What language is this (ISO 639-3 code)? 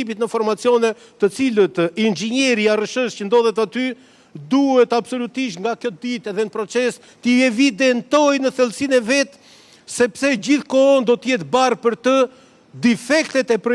sqi